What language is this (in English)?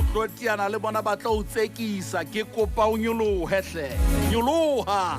Southern Sotho